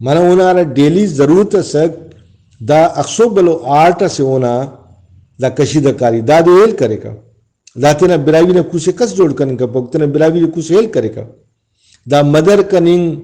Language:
Brahui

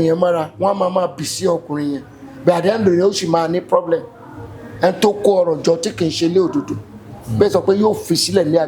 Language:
Yoruba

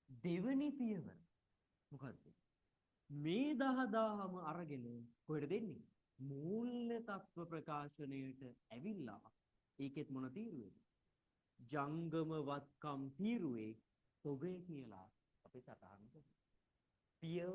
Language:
Sinhala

